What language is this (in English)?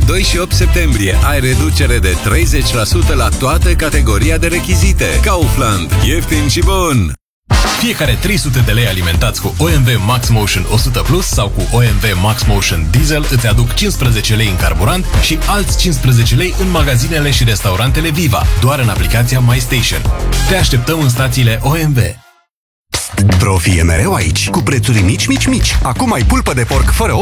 Romanian